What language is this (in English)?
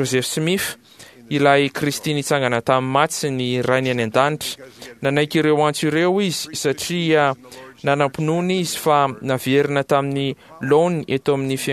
Malagasy